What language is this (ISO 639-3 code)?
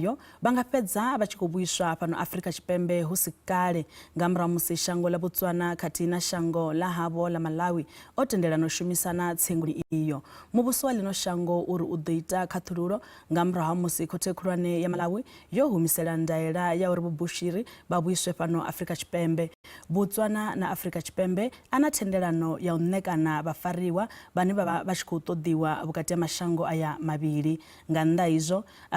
ven